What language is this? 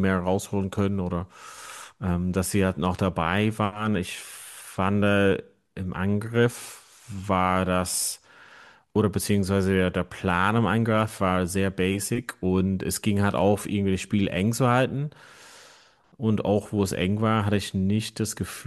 German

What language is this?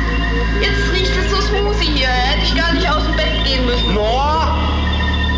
German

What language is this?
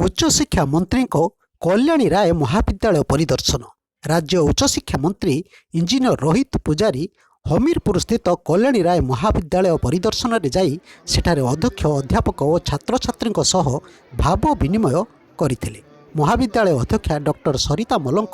Odia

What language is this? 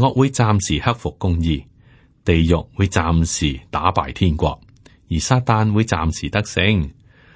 Cantonese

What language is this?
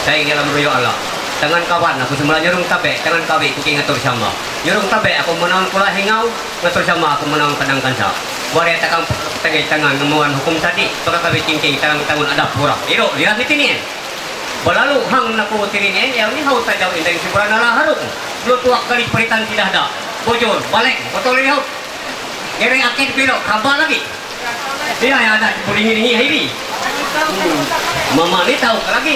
Ma'anyan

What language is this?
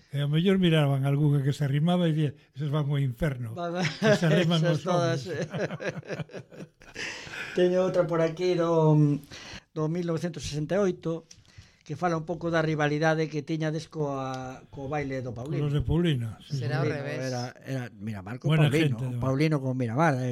Galician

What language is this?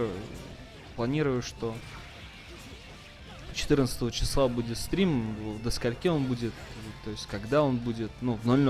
Russian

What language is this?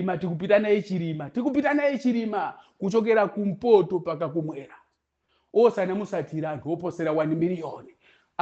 Nyanja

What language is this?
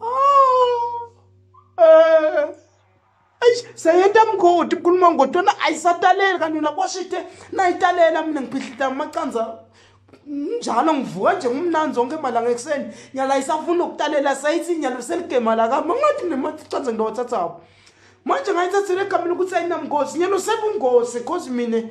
Swati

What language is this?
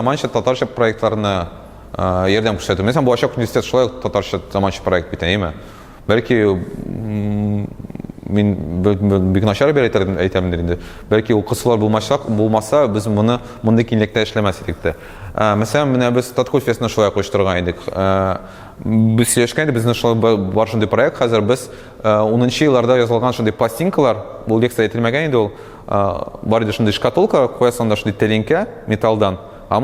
Tatar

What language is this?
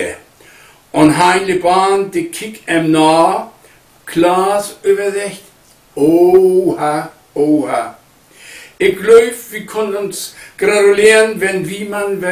Low German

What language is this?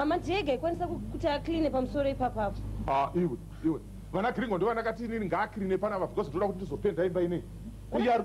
Shona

